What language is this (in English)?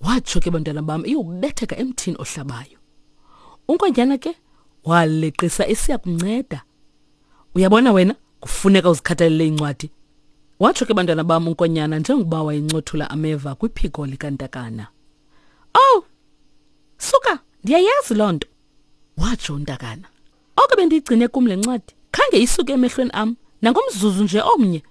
Xhosa